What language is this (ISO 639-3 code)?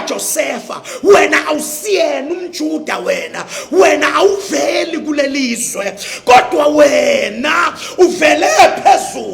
zul